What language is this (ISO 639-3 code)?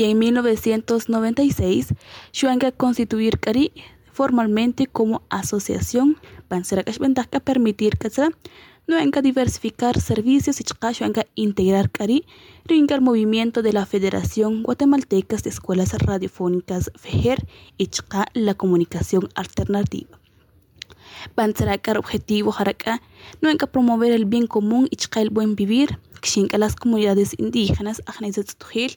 spa